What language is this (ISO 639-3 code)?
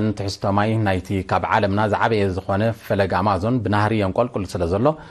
tir